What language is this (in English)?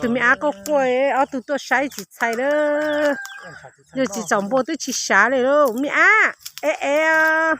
Hmong